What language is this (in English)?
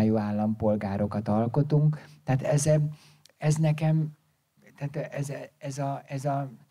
Hungarian